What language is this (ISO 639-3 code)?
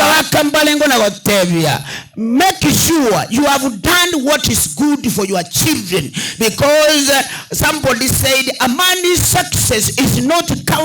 guz